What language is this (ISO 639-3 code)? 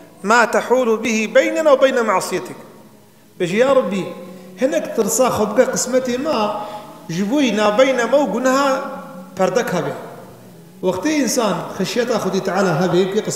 kur